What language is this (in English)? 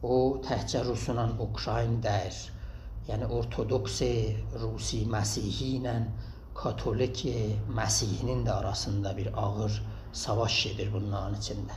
South Azerbaijani